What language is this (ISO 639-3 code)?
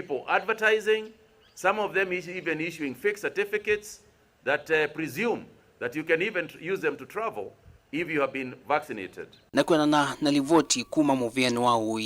kam